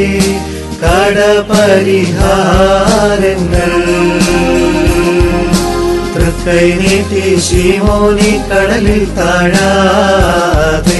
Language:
Malayalam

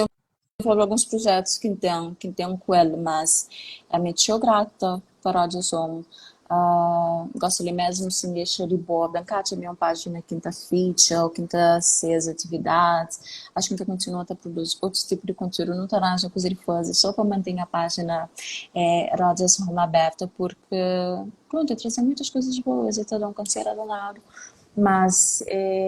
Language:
Kabuverdianu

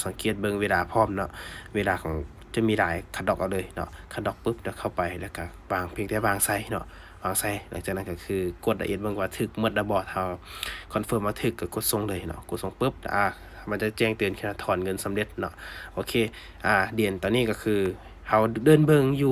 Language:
Lao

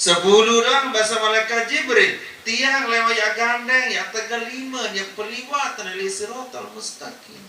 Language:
Sasak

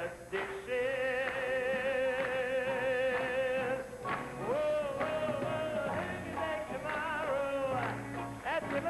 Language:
English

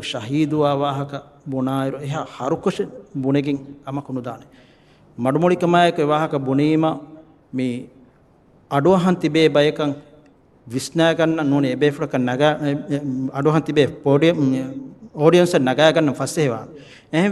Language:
Divehi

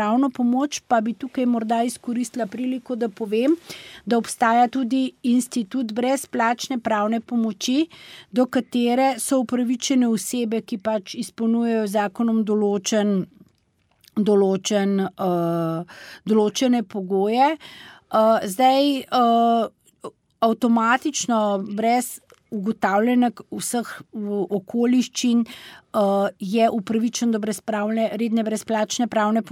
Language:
Slovenian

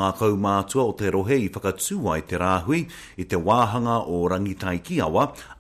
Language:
Māori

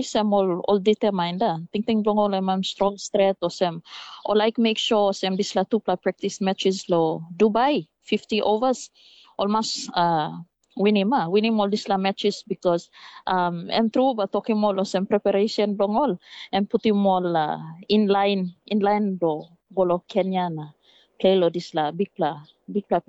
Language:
Tok Pisin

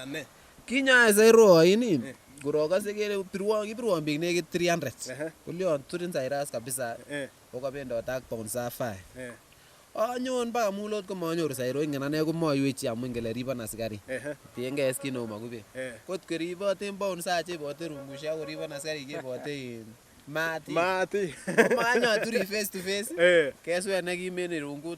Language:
Kalenjin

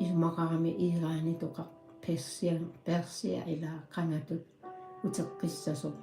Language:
Kalaallisut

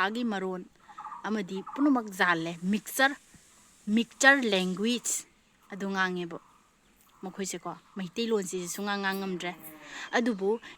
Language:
Manipuri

